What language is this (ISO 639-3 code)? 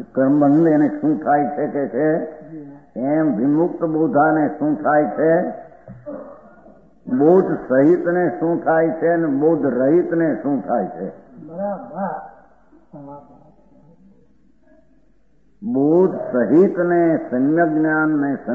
guj